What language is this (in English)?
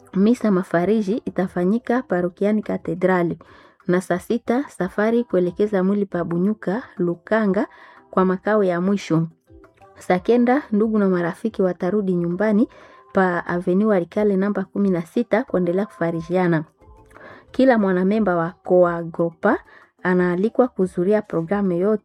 Swahili